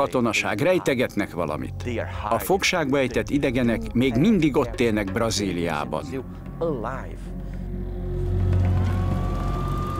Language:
Hungarian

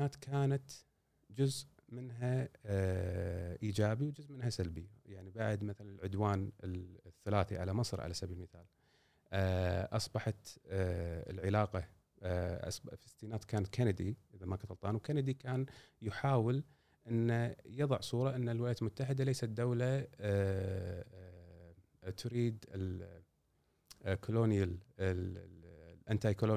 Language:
Gulf Arabic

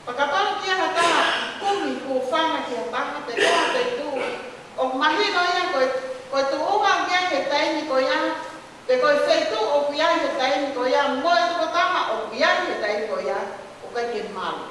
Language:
Tongan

